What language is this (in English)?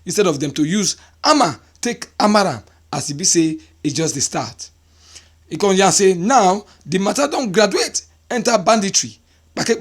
Nigerian Pidgin